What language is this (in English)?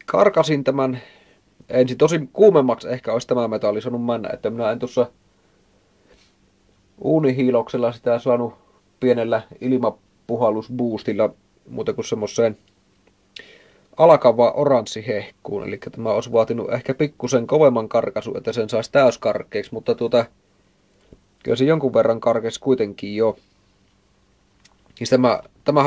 Finnish